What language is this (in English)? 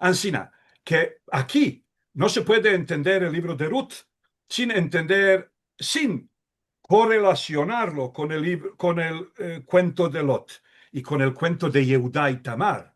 Ladino